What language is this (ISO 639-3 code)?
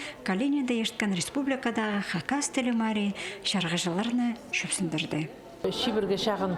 kjh